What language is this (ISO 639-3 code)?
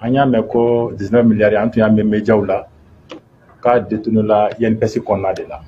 bam